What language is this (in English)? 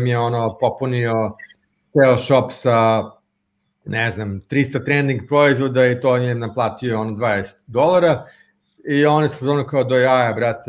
Serbian